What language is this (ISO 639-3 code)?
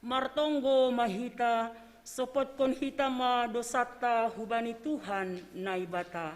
bts